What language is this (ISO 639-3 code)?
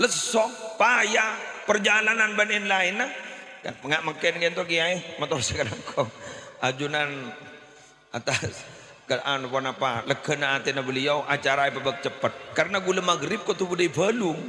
mad